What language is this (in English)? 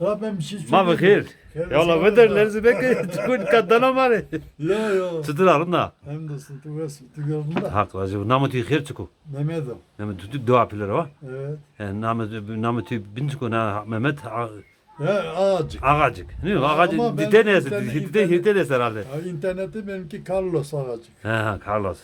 Zaza